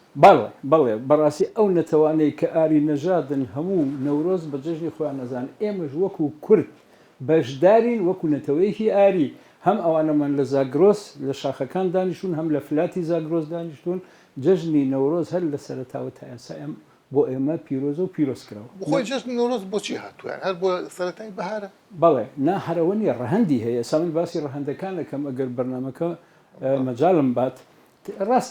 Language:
Central Kurdish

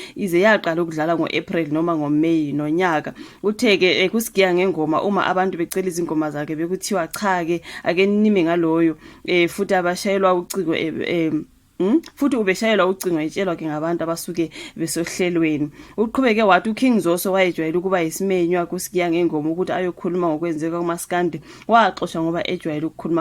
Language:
Zulu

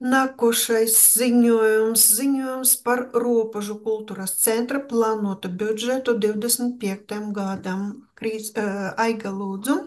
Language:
Latvian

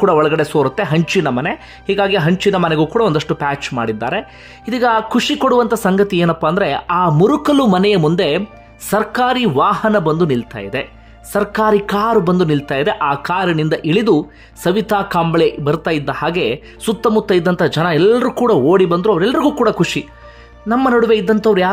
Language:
Kannada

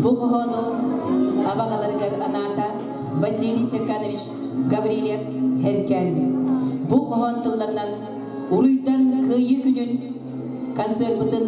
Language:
Yakut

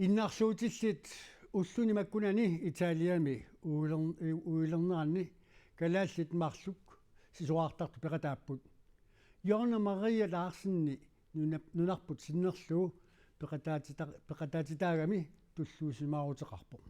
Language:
Kalaallisut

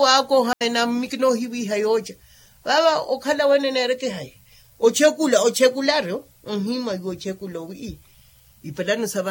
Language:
Makhuwa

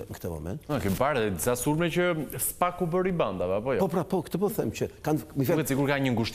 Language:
Albanian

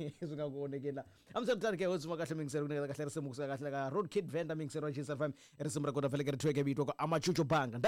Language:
Tsonga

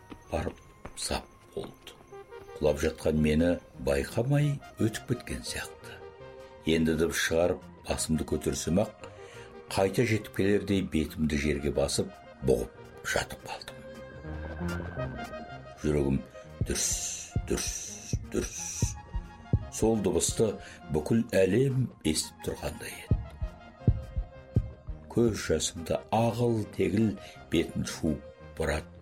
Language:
Kazakh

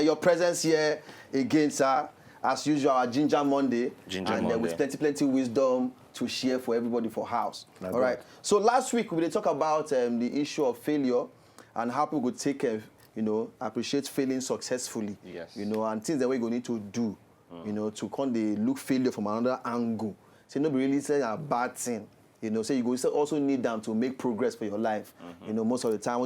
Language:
Nigerian Pidgin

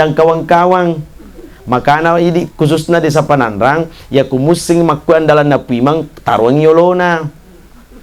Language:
Buginese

